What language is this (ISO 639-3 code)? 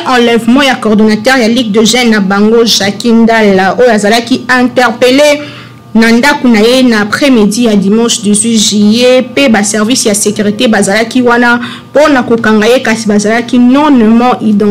lin